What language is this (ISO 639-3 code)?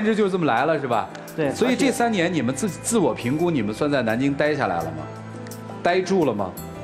zho